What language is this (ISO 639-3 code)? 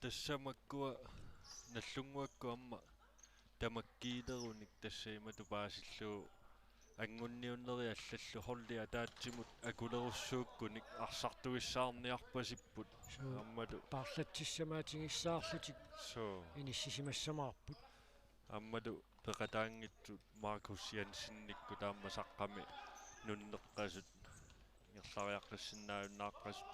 kal